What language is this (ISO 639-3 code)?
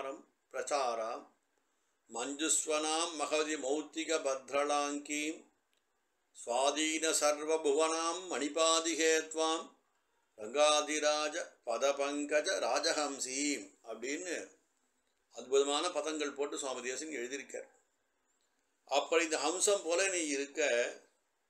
tam